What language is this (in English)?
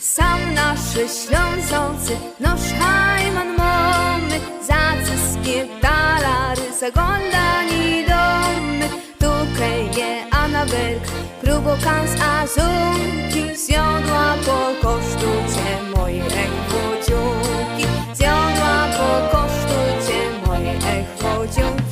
Silesian